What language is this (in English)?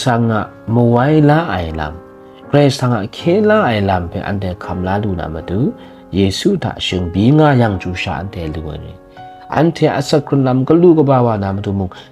Kachin